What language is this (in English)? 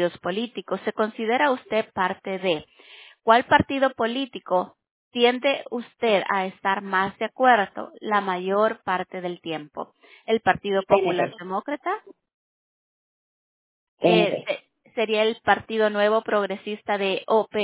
Spanish